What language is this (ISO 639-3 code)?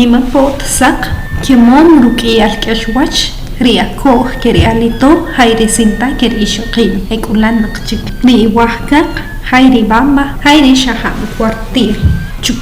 acr